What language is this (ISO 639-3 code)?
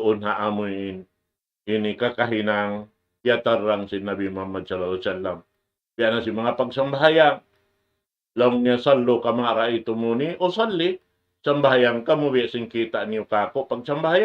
tsg